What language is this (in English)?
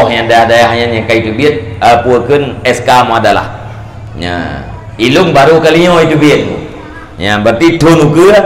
Achinese